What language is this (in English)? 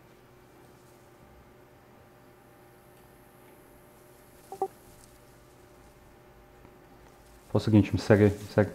Portuguese